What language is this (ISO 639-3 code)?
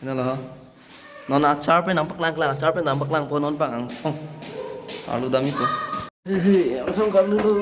mjw